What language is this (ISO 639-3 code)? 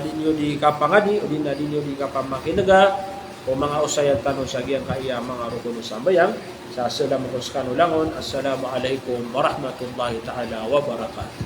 mrw